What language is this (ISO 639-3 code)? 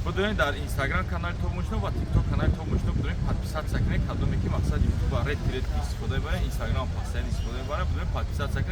tgk